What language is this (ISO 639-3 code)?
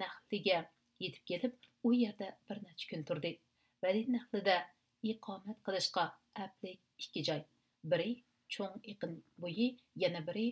uig